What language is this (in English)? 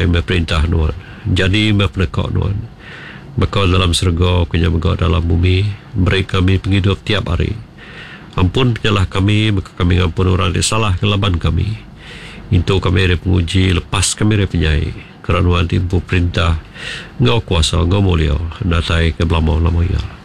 Iban